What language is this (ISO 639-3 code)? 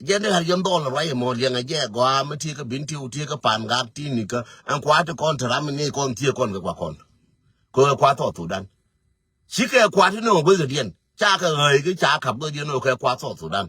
nus